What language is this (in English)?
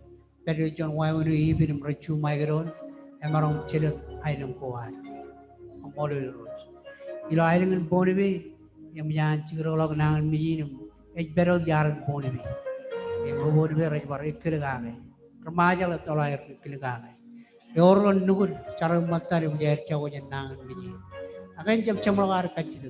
Marshallese